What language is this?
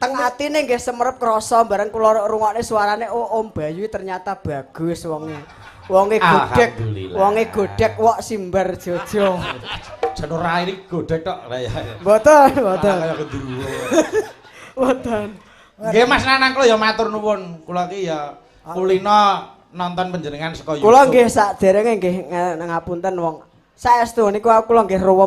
Javanese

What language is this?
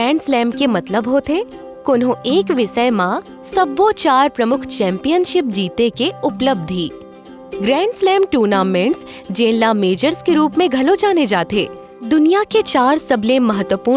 Chhattisgarhi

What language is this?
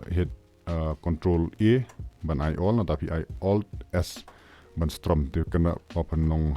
Khasi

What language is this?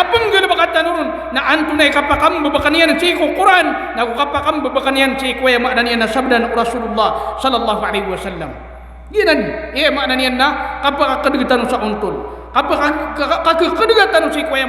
Maranao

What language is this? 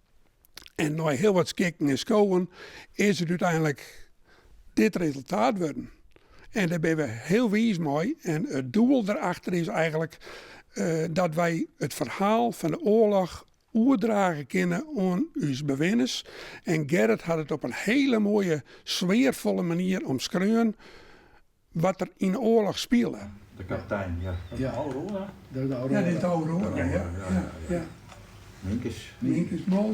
Western Frisian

